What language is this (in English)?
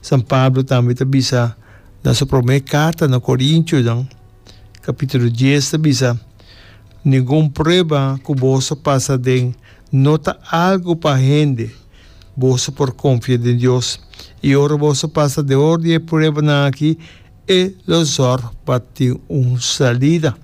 Papiamento